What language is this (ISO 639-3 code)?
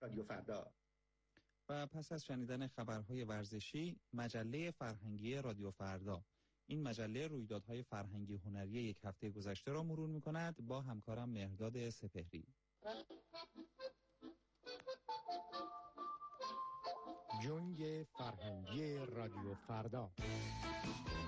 fas